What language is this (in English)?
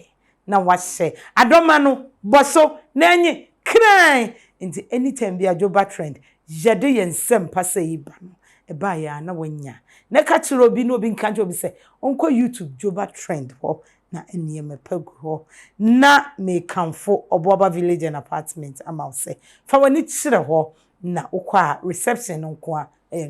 Akan